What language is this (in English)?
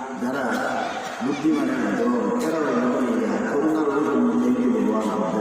Sylheti